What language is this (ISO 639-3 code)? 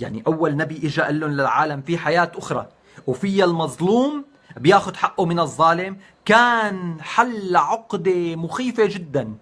apc